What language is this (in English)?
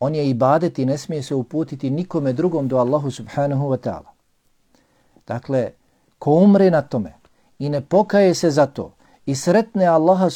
Bosnian